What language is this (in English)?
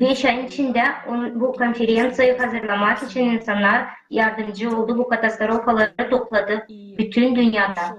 Gagauz